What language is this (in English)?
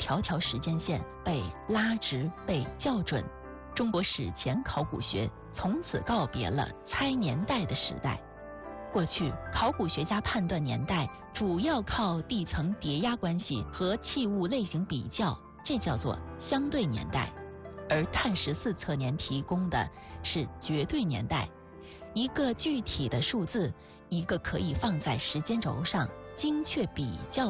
Chinese